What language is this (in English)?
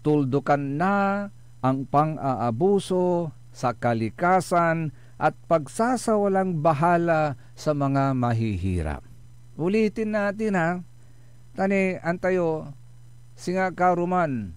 Pangasinan